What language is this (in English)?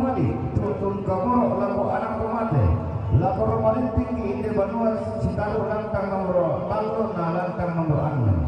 Toraja-Sa'dan